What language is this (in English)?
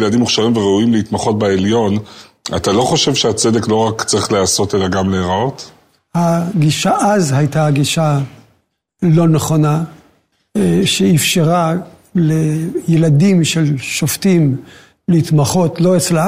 Hebrew